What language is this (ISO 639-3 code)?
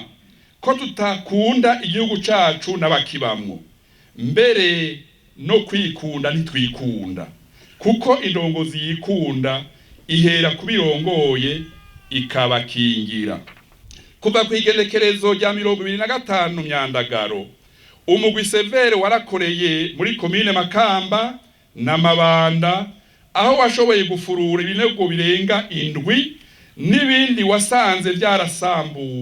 run